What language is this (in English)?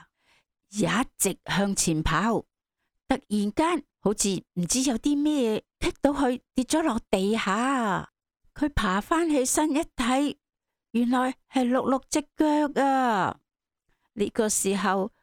Cantonese